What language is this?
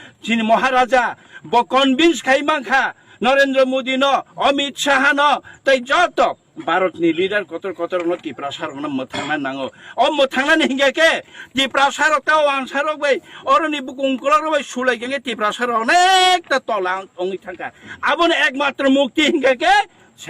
Kok Borok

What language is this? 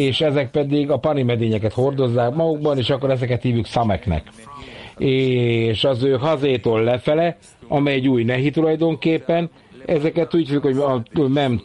Hungarian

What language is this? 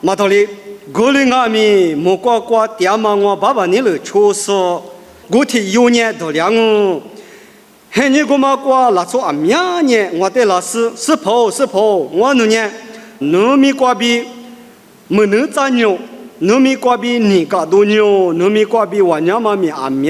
Lisu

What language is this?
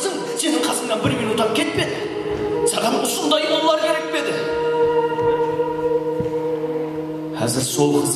Kara-Kalpak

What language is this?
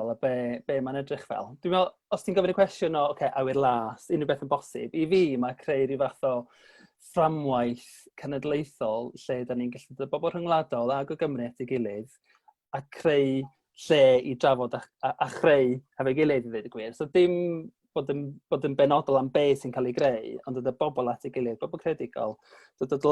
Welsh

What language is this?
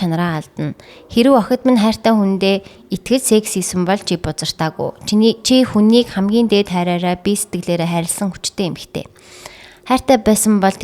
Mongolian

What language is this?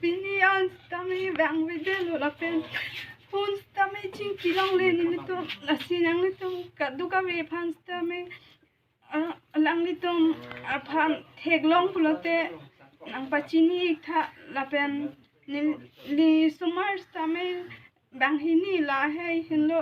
Karbi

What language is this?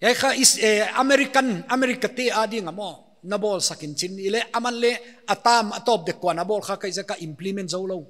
Paite Chin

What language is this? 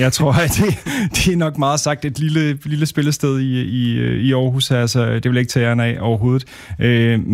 Danish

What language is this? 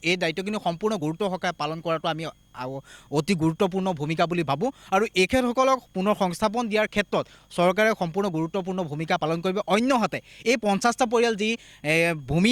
Assamese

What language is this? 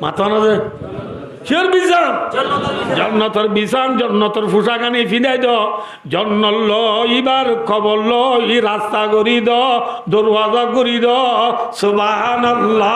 Rohingya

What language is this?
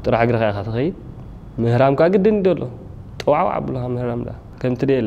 Tigrinya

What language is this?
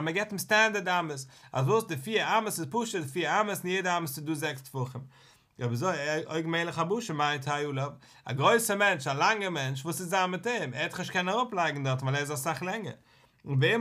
Yiddish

